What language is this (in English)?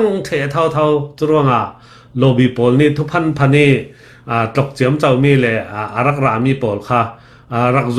Falam Chin